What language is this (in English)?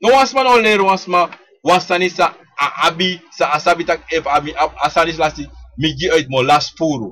Sranan Tongo